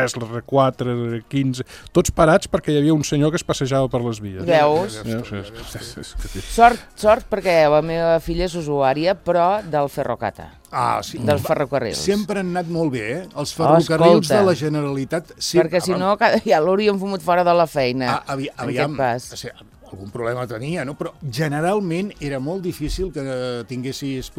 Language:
Catalan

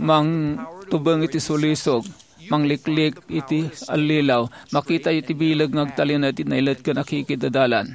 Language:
Iloko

